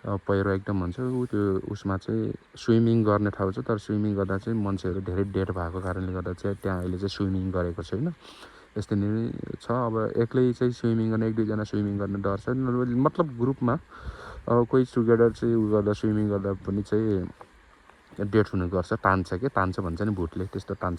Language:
Nepali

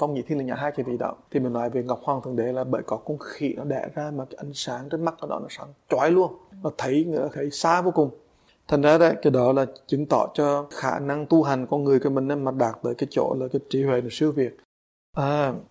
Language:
Vietnamese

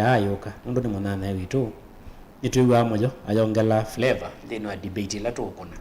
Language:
Kamba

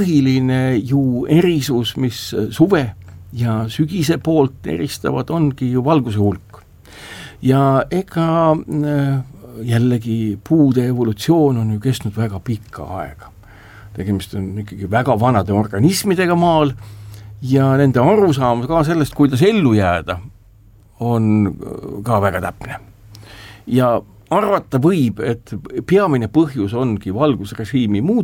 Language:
Estonian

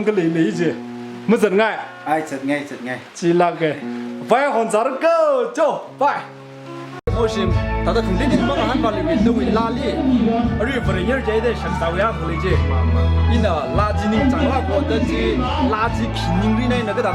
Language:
Tangkhul Naga (India)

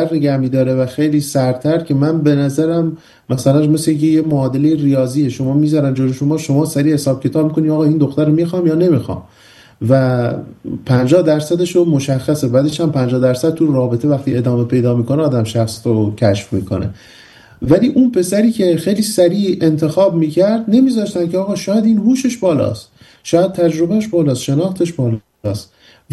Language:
Persian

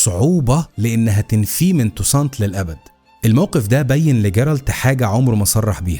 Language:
Egyptian Arabic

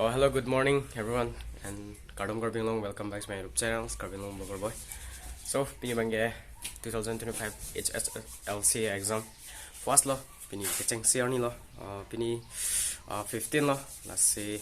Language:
Karbi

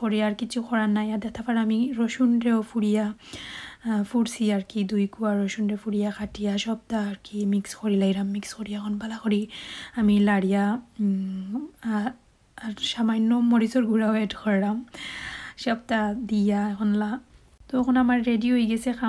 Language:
Sylheti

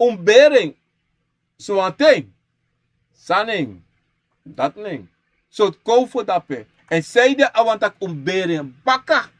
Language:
Sranan Tongo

